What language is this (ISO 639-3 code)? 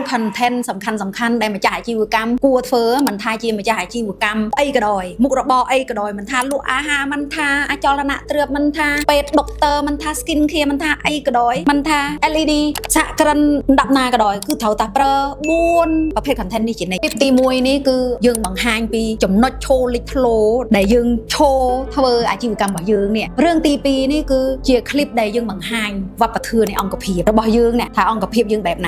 khm